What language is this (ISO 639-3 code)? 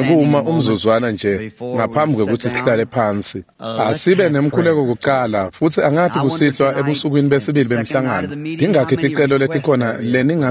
ssw